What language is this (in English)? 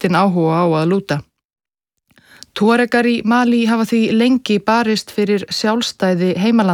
Icelandic